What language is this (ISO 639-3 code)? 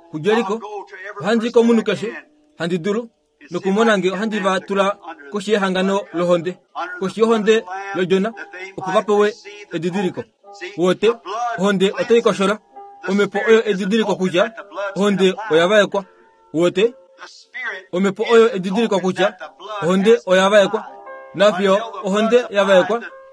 kua